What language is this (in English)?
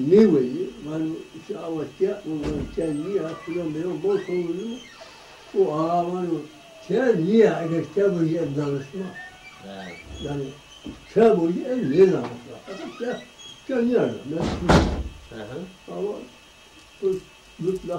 Zaza